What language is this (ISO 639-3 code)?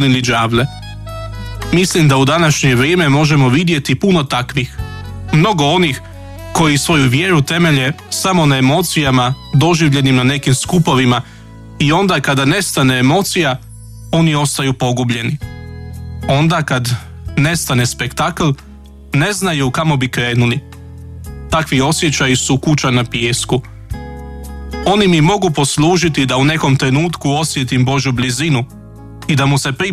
hrv